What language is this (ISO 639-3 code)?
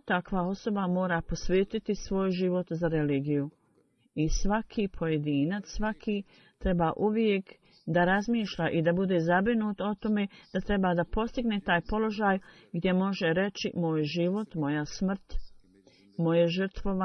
bos